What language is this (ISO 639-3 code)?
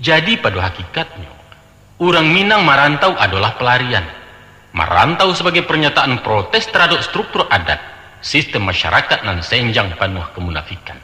min